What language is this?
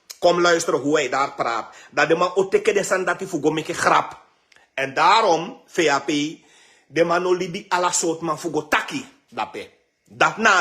Sranan Tongo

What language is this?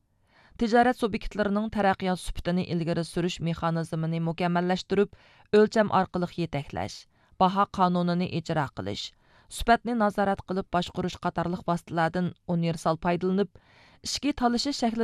Uyghur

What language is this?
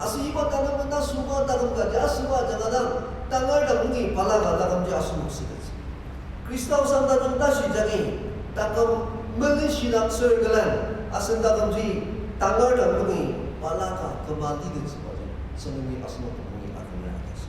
Ao Naga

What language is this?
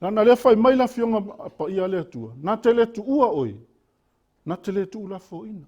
Samoan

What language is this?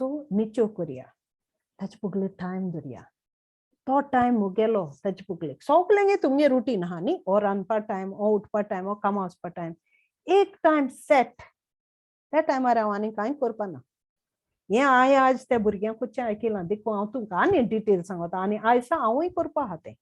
Konkani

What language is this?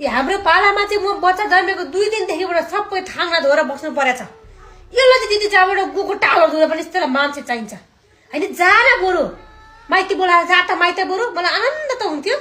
Nepali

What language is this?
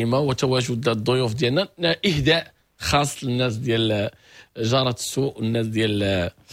Moroccan Arabic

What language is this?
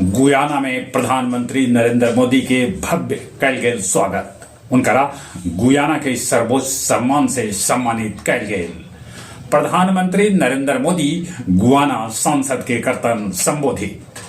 Magahi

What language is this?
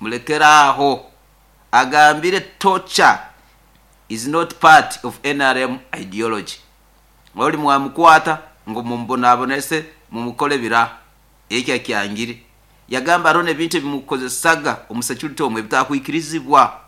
Nyoro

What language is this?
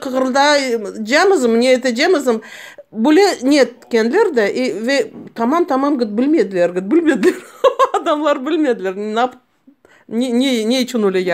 Crimean Tatar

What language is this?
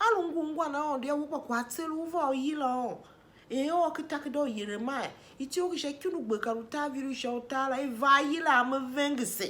Tiv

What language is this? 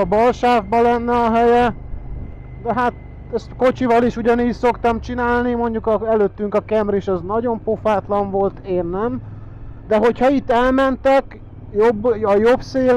Hungarian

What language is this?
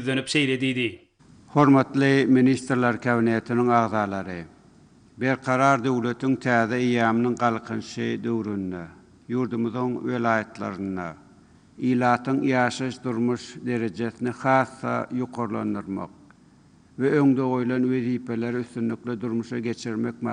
Turkmen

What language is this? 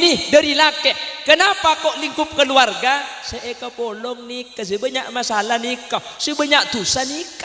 Madurese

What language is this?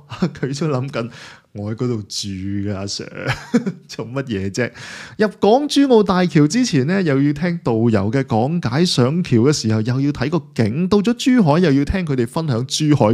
Cantonese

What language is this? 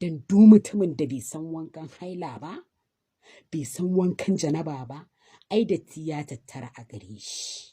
Hausa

